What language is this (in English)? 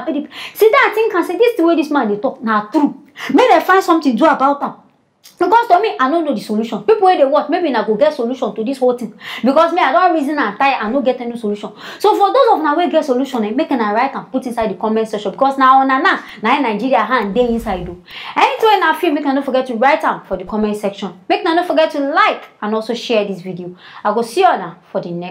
Nigerian Pidgin